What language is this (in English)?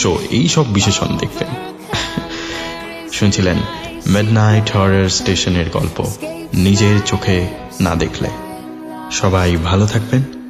Bangla